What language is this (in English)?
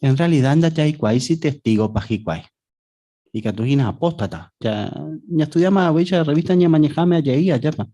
Guarani